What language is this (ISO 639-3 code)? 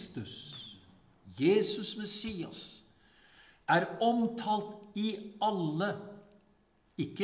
nor